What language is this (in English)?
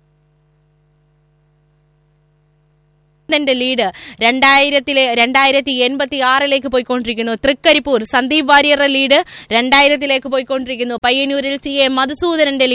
Malayalam